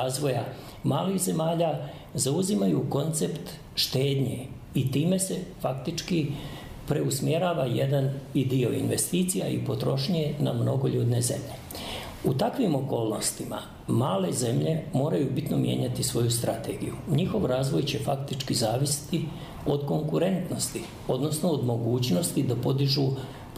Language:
Serbian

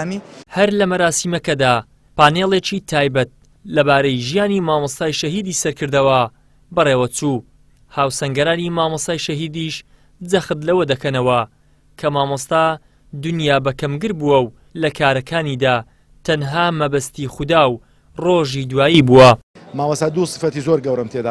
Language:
Central Kurdish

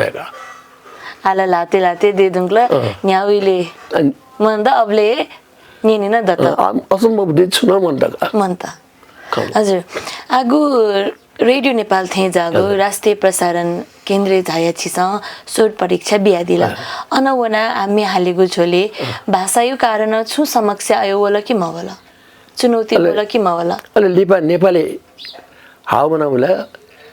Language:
Newari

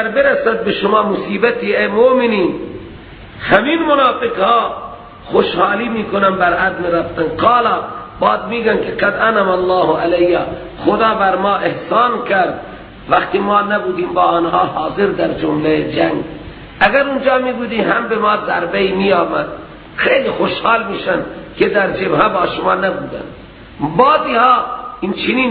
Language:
Persian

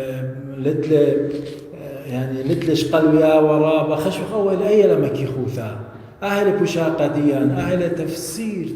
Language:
Assyrian Neo-Aramaic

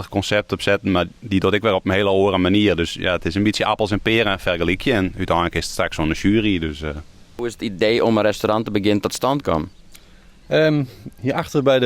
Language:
Western Frisian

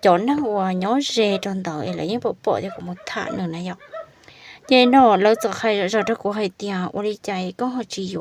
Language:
Hmong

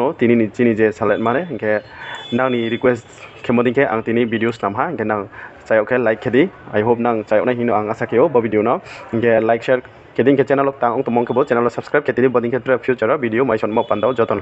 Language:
Riang (India)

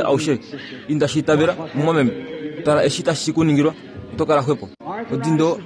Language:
Kuanyama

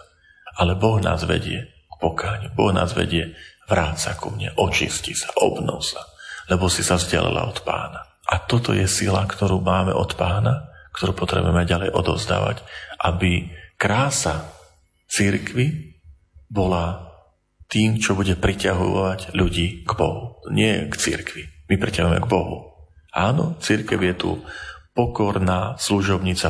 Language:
Slovak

